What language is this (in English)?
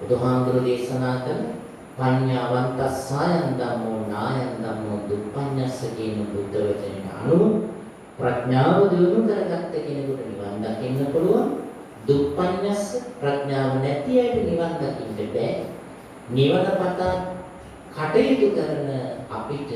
Sinhala